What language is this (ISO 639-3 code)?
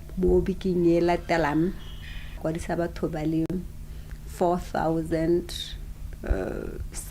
tsn